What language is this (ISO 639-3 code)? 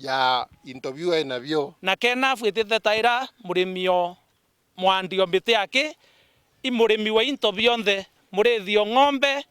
mer